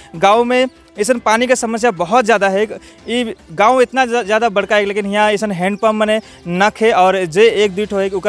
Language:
Sadri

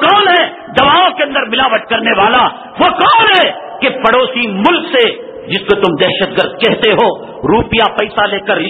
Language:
Urdu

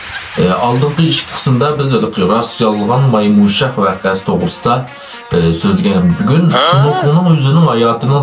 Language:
Uyghur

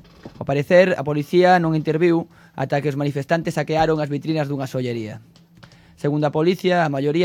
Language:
Galician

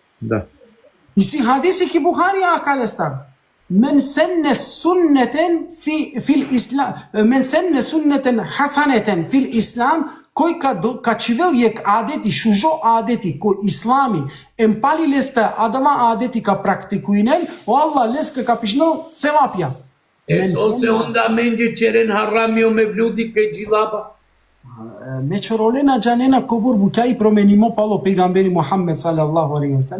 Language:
Balkan Romani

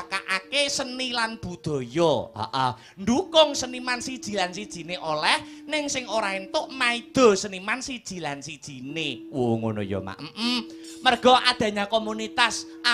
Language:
Javanese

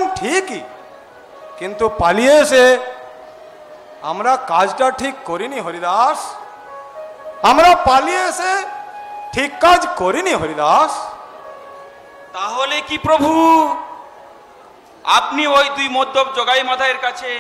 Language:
Bangla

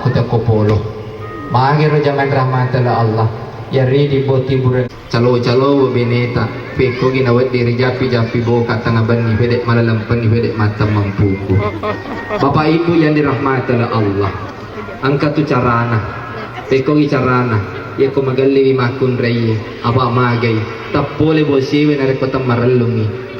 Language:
Buginese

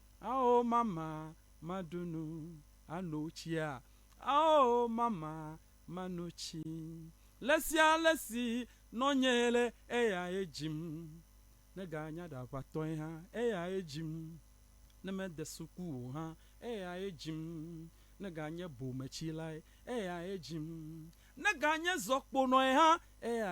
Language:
Ewe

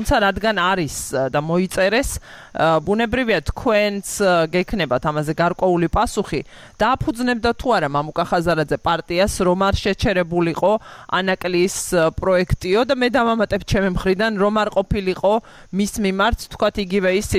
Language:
Georgian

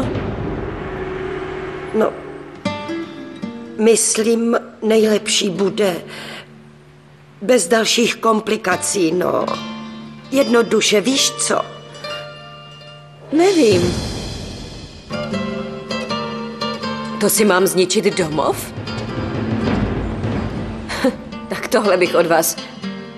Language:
Czech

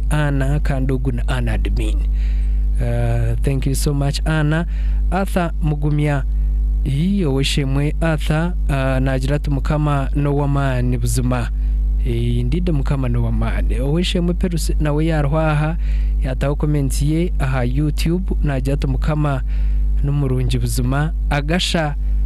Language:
Nyankole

